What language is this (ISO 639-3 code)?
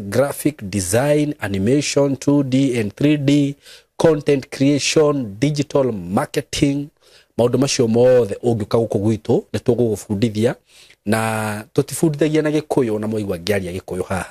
kik